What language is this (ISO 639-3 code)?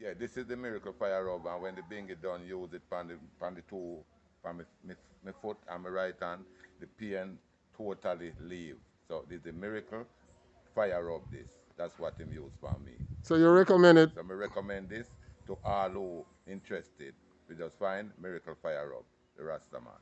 jam